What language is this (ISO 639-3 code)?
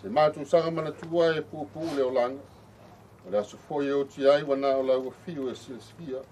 smo